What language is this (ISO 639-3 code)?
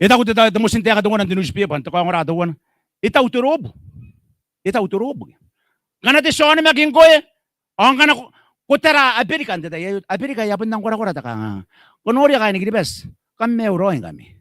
gil